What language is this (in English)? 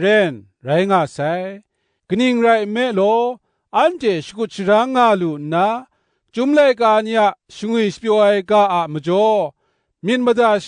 Kachin